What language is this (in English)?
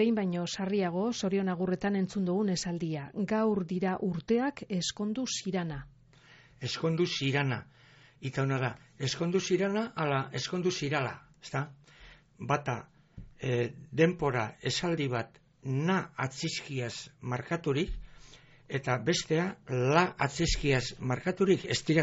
Basque